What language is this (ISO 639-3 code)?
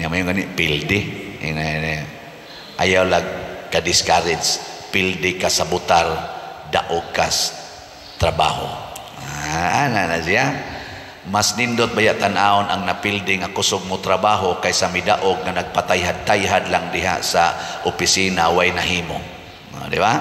ceb